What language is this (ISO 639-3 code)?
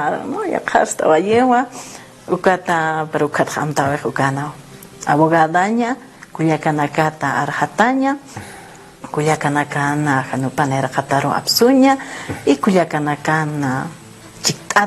aym